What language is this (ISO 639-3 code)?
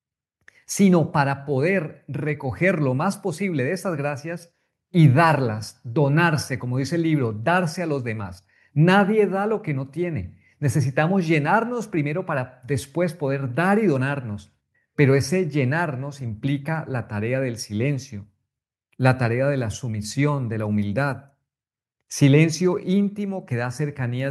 spa